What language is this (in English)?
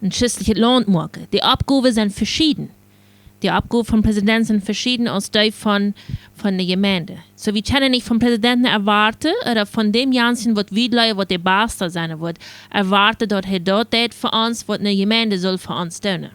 Plautdietsch